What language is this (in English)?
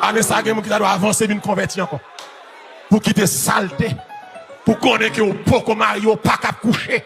Haitian Creole